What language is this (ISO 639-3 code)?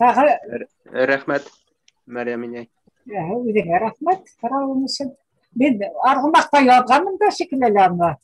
bak